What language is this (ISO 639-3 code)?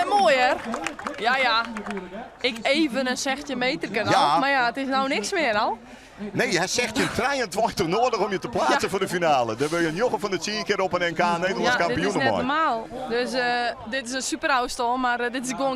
fry